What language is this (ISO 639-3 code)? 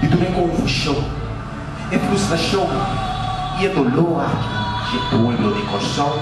pap